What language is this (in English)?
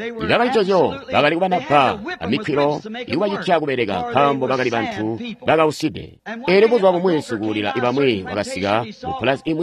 Tonga (Zambia)